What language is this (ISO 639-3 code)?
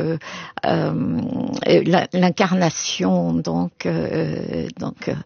fra